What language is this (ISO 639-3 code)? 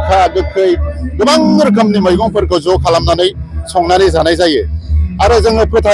brx